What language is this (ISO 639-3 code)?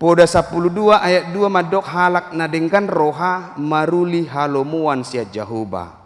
bbc